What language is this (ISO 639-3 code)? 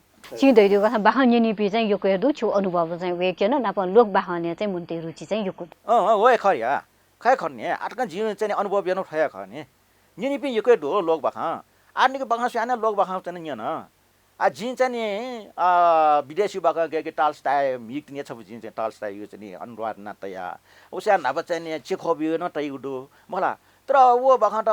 new